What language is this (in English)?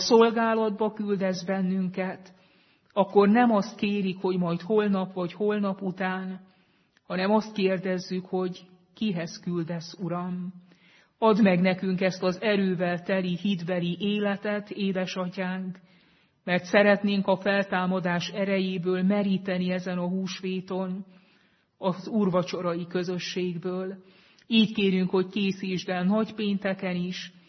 Hungarian